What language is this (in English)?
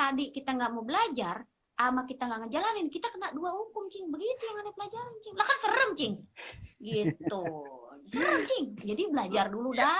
Betawi